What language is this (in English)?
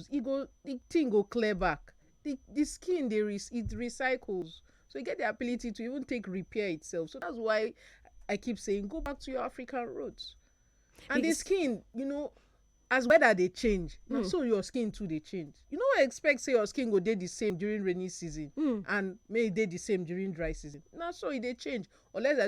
Nigerian Pidgin